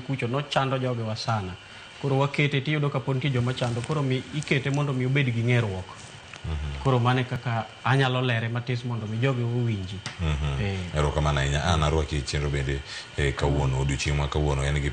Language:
Luo (Kenya and Tanzania)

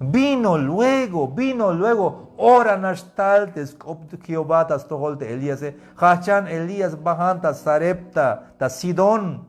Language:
Tzeltal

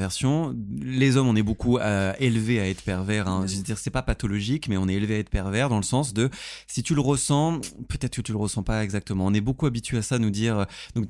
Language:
French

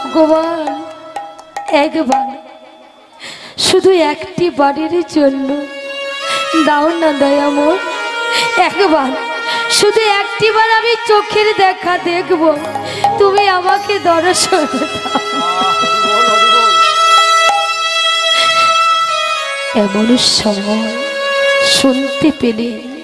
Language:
Bangla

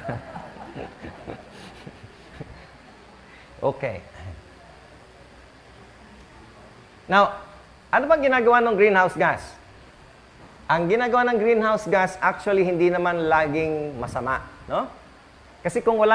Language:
Filipino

